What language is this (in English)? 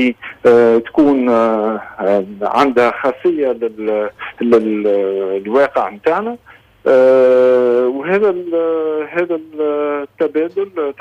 Tunisian Arabic